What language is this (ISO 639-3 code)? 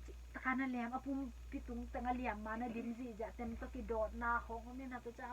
ctd